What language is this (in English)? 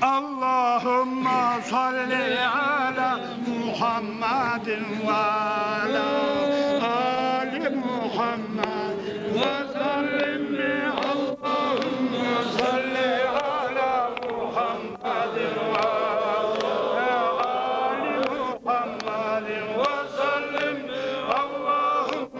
Kumyk